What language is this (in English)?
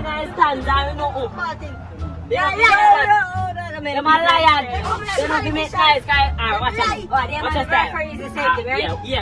Jamaican Creole English